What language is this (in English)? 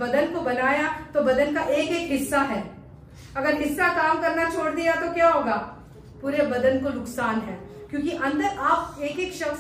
Hindi